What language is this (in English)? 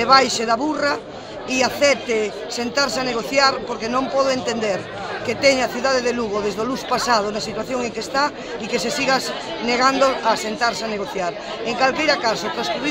Galician